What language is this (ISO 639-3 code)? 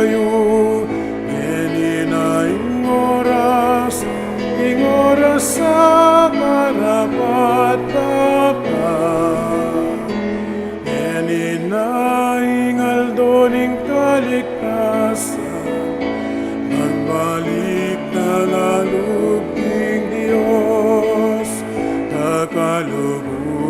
pam